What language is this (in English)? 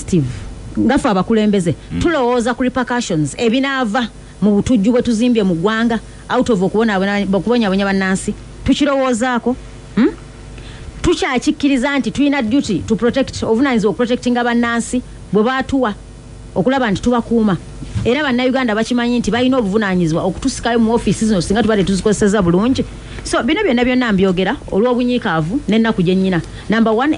Ganda